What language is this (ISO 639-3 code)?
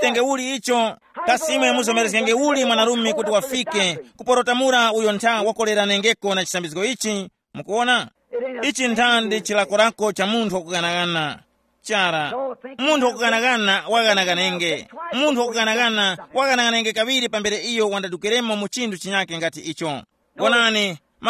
tum